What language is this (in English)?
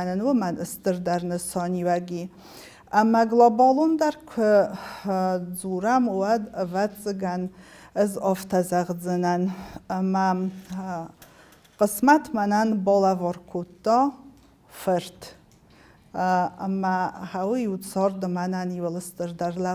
Ossetic